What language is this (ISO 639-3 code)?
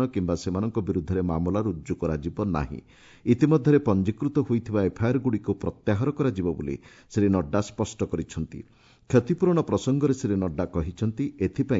ori